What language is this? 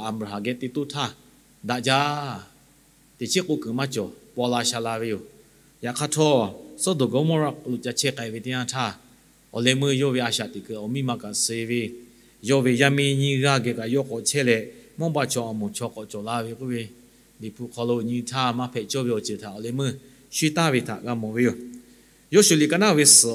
Lahu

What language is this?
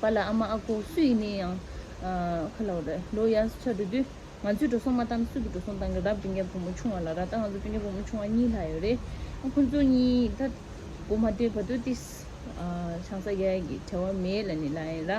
Tibetan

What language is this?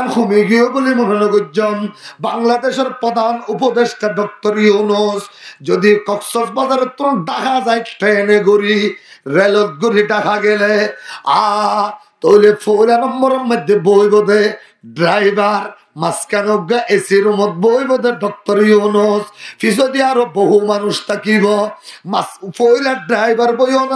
Rohingya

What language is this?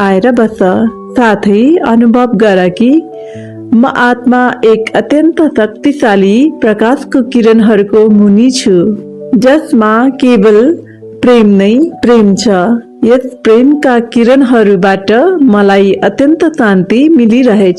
Nepali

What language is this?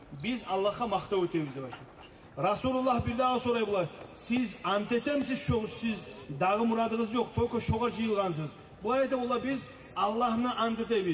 Kumyk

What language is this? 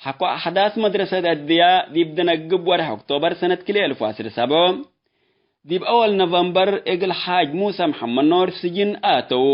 Tigre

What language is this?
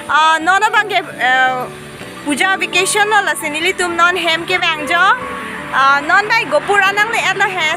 Karbi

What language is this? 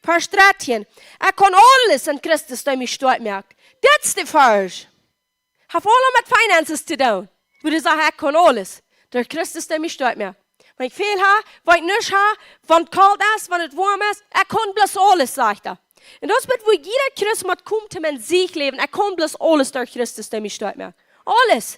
Plautdietsch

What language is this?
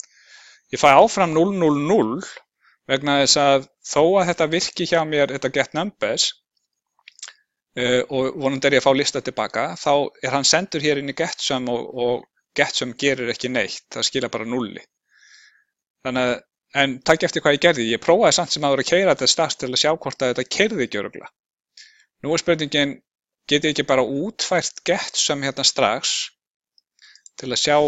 Icelandic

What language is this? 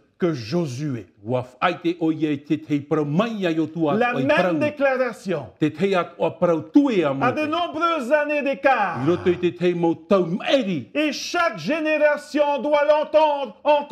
Tahitian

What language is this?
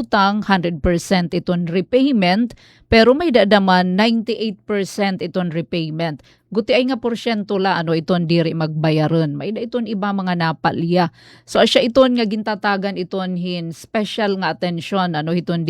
Waray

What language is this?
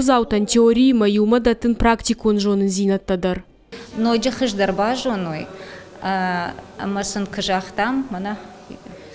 Ossetic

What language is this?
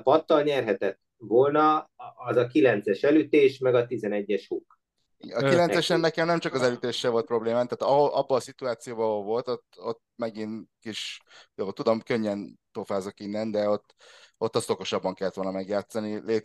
Hungarian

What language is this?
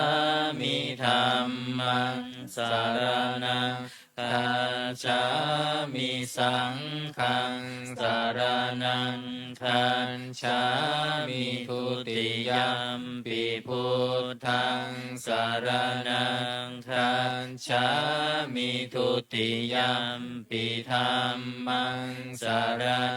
Pali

